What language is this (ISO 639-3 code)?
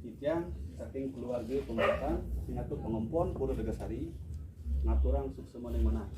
ban